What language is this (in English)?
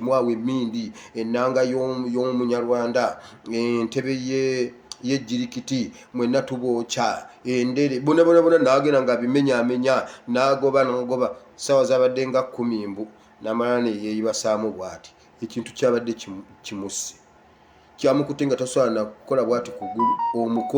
Ganda